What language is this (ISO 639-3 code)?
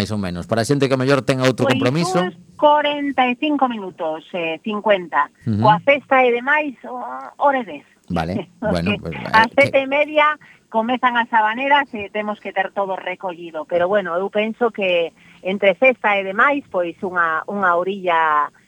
glg